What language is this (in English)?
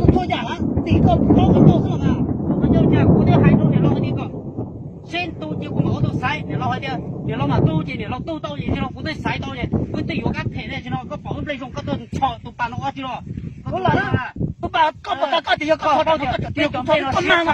Hmong